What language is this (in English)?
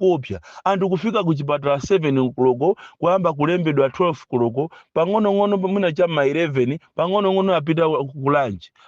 Nyanja